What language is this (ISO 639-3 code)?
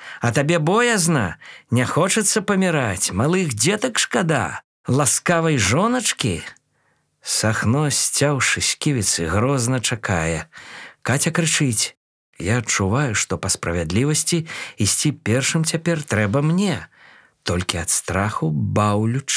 bel